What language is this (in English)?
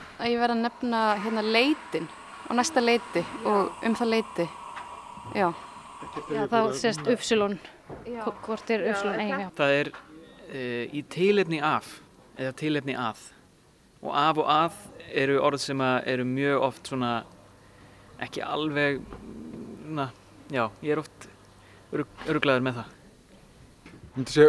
Icelandic